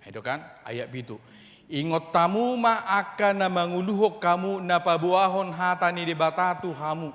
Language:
Batak Toba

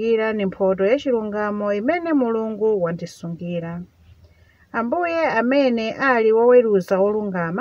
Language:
Nyanja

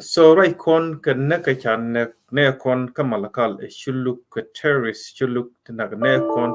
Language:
Nuer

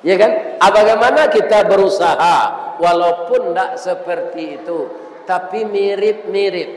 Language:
Minangkabau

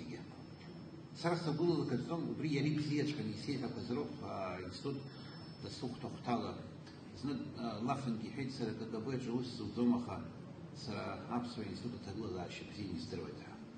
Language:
Abkhazian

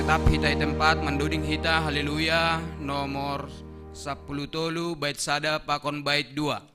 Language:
Batak Simalungun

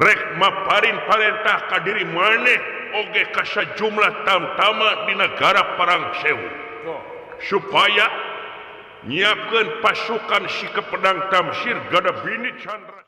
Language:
Sundanese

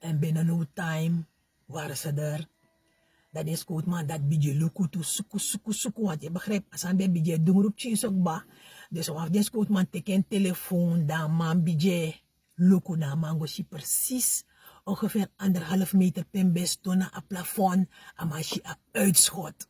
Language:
Sranan Tongo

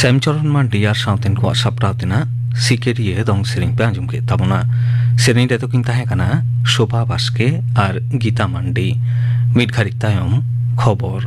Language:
Santali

